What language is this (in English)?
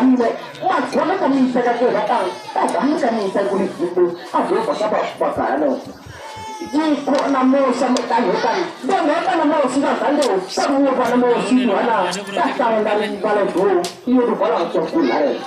Minangkabau